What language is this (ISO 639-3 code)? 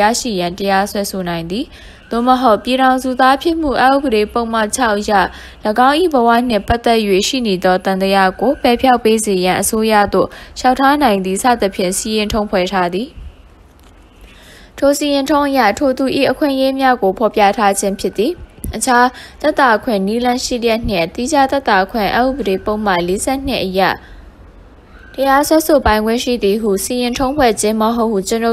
mya